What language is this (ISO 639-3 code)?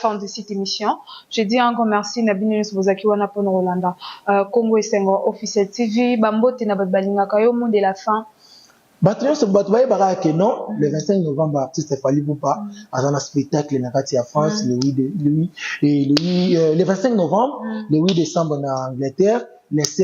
lin